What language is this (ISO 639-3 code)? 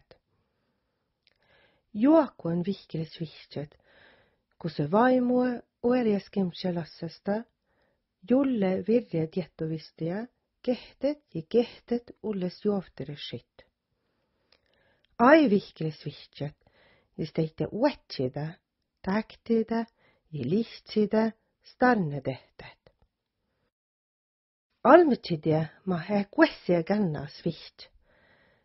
sma